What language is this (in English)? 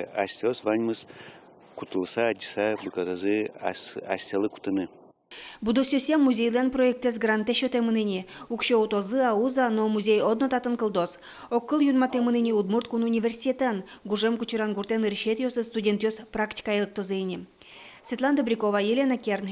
Udmurt